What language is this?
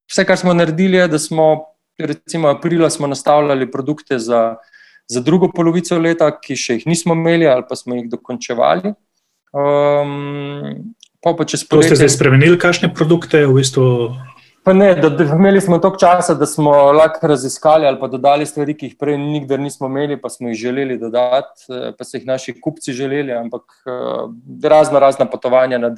Slovenian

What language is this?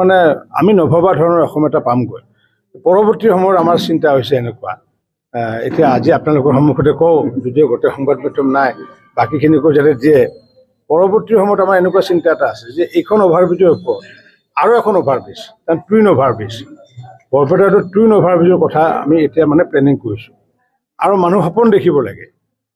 Assamese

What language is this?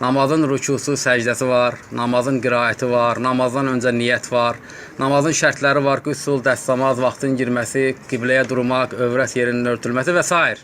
Azerbaijani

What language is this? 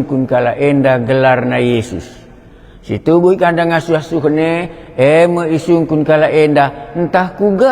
Batak Karo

